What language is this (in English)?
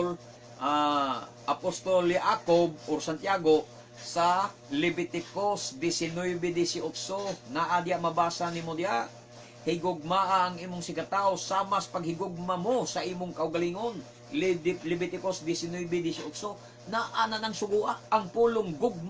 Cebuano